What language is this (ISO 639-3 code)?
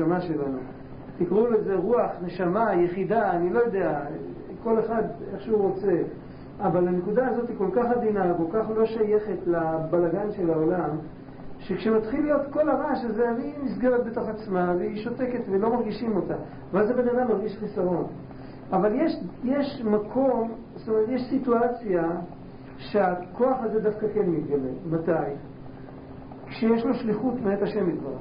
heb